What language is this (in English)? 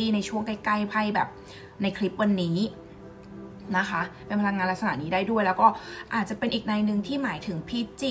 Thai